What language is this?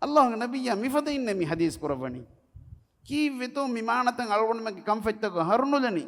Divehi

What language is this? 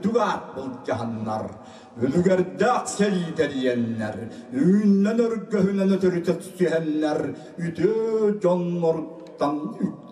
Yakut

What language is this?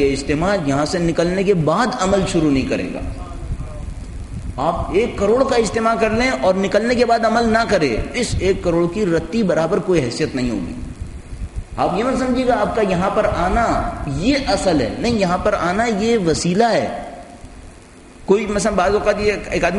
Urdu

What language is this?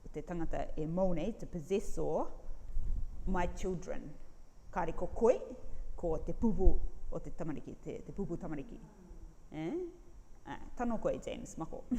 Rarotongan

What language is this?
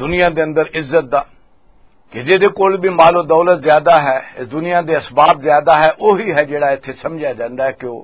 Western Panjabi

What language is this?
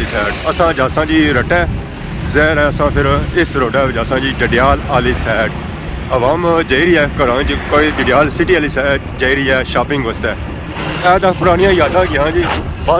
Pahari-Potwari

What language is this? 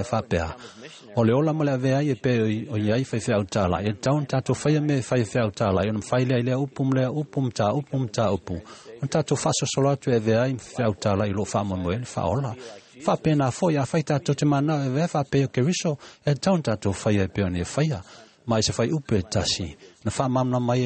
Samoan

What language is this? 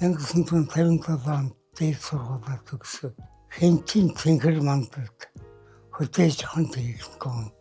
Mongolian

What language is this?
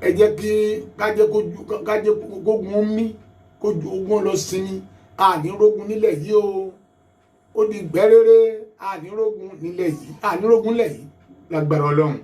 Yoruba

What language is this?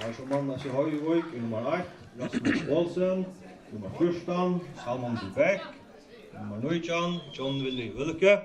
Faroese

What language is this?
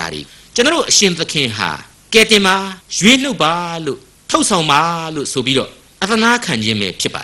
Burmese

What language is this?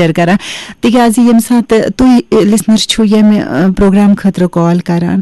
Kashmiri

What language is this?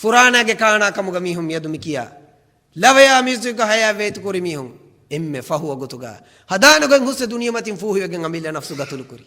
Divehi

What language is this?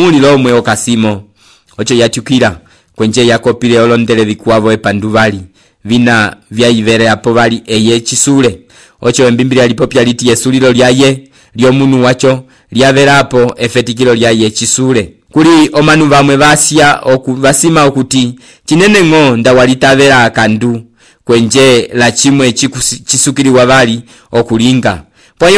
Umbundu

